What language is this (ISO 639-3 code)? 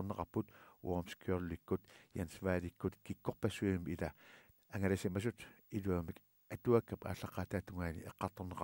kal